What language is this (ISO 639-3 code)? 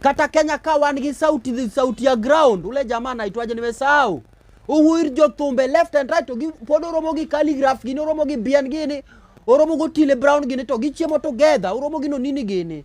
luo